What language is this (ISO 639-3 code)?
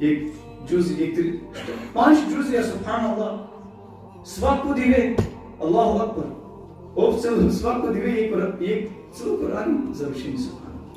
rmn